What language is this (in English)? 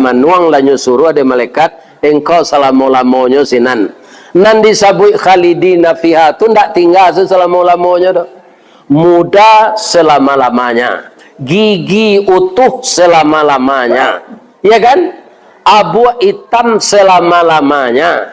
Minangkabau